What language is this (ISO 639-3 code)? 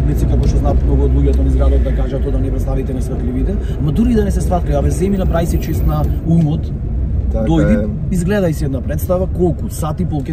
mkd